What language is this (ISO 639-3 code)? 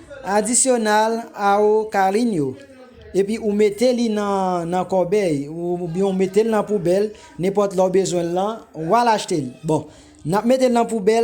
hat